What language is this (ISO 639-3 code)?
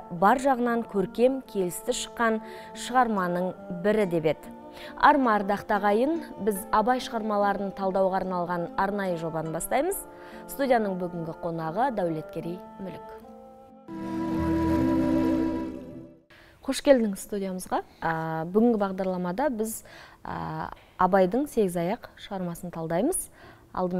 kaz